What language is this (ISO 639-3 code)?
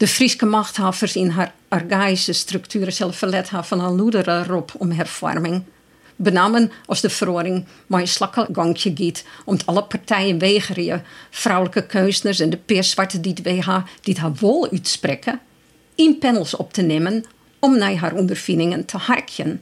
fry